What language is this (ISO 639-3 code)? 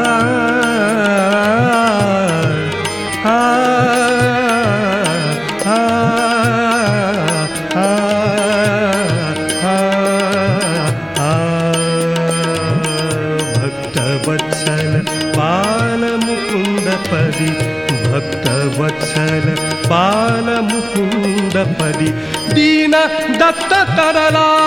mar